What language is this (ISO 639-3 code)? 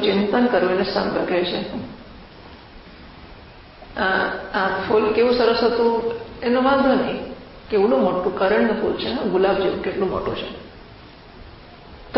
guj